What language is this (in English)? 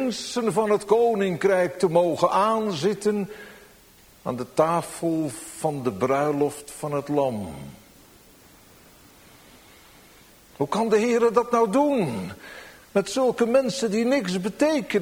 Dutch